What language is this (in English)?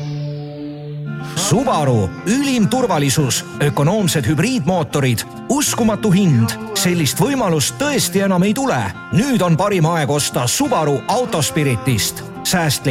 Estonian